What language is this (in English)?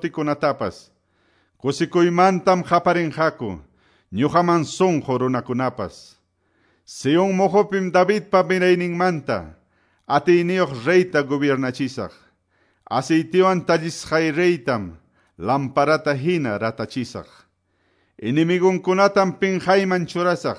Quechua